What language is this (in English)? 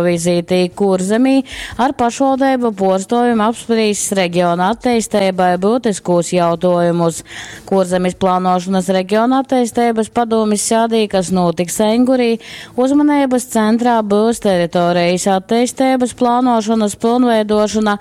Latgalian